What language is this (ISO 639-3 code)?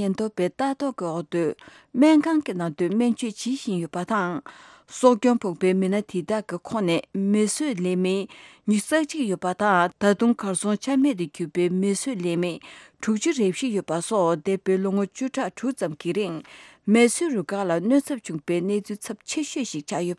bod